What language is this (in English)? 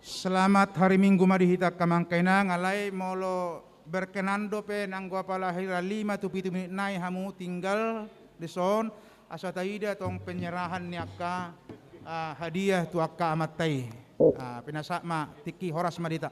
Batak Toba